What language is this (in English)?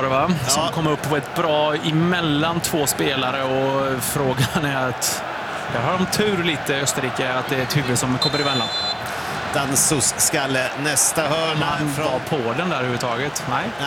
Swedish